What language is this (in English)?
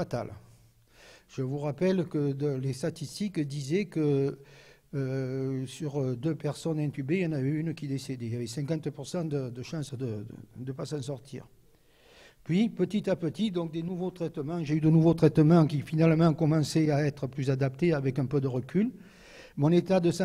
French